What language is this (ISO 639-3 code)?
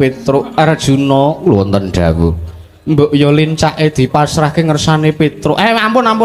jav